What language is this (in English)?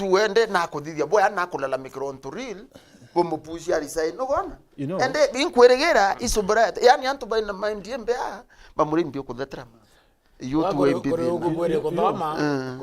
Meru